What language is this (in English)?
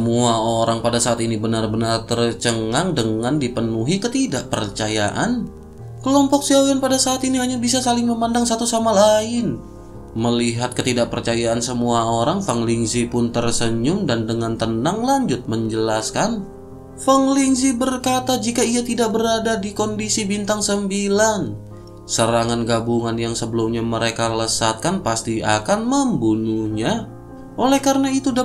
Indonesian